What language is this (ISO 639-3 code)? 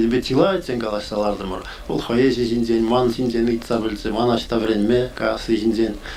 chv